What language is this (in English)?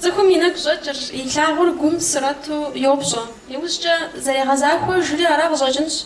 Kabardian